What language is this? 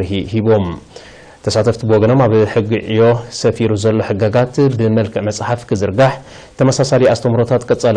Tigrinya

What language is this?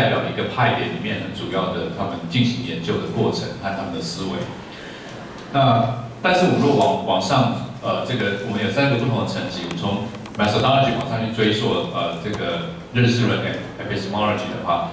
Chinese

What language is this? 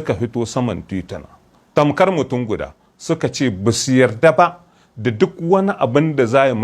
Hausa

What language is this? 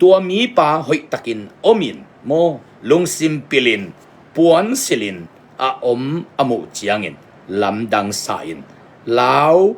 Tedim Chin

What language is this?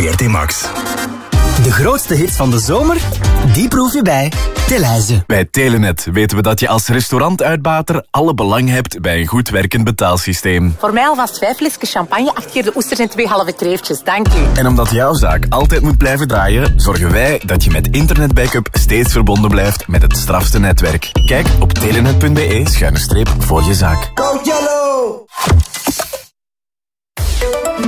Dutch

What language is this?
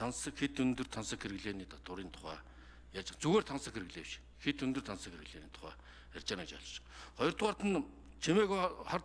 Mongolian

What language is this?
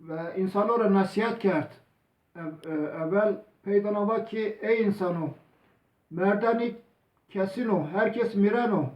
Zaza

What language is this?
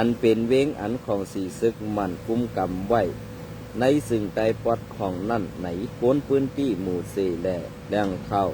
Shan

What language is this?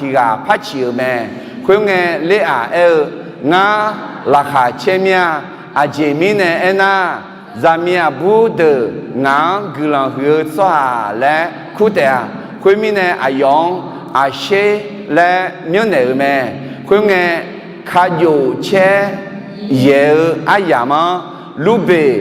Akha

